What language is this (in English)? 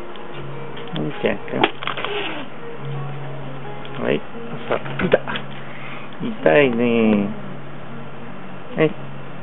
Japanese